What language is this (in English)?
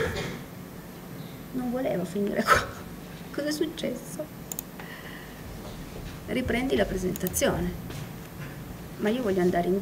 Italian